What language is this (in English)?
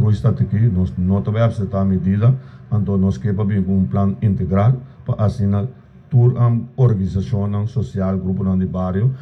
Papiamento